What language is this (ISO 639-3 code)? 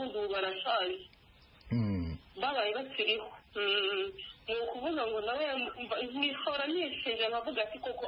kin